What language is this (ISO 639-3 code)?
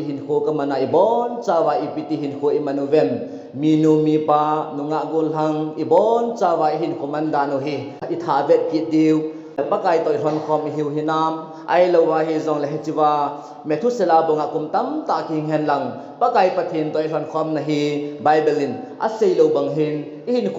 tcz